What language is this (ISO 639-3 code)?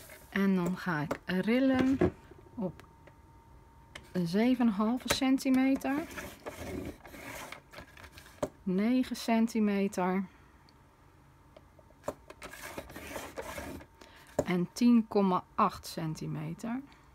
nld